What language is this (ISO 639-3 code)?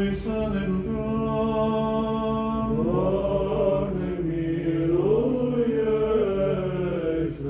ron